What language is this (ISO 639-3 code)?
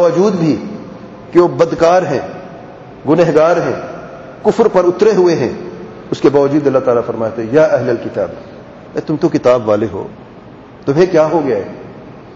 urd